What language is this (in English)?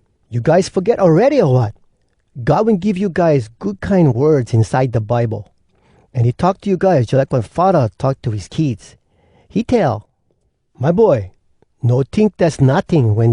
Hawai'i Creole English